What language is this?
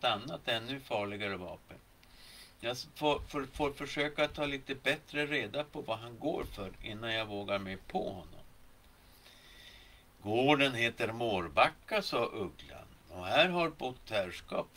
Swedish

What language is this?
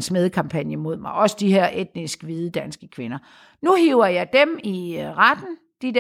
Danish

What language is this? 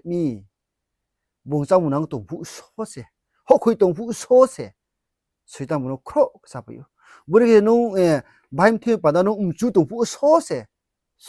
Riang (India)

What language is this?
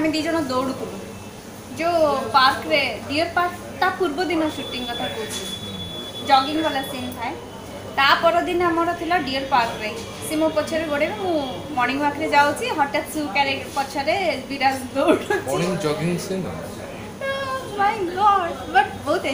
Odia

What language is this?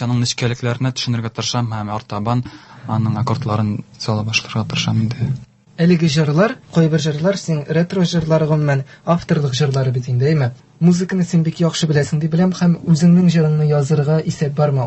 Tatar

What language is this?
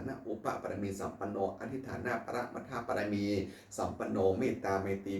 Pali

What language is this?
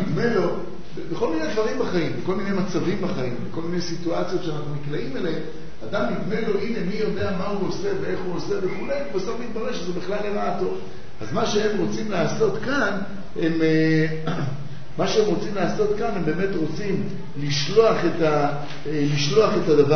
Hebrew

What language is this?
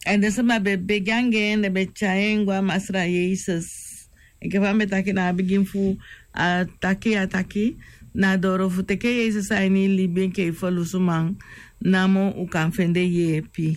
Sranan Tongo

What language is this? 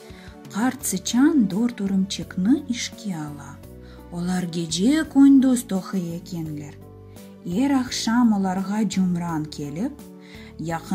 Crimean Tatar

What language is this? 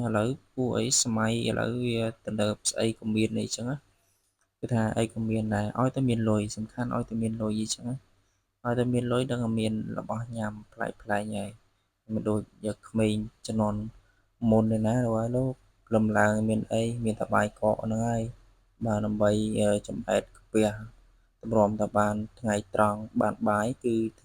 Khmer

